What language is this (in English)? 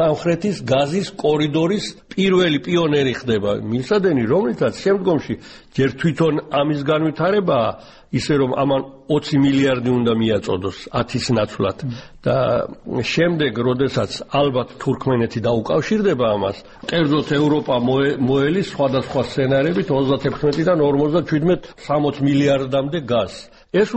Georgian